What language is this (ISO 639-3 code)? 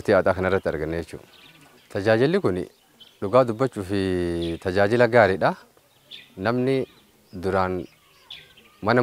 orm